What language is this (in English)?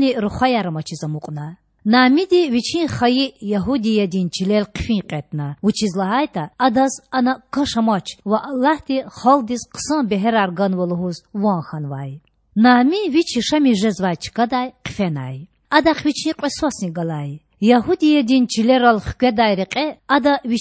Lezghian